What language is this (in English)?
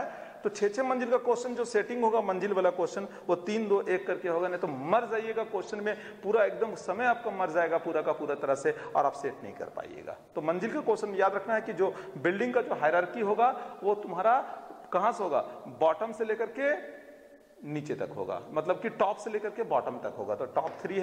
Hindi